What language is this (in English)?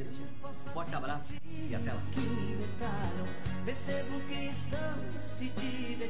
Portuguese